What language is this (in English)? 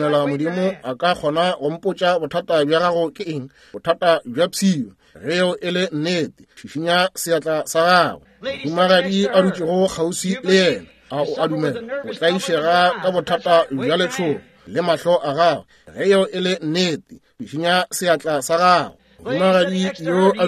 Northern Sotho